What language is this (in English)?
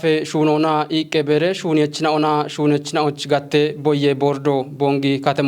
Kafa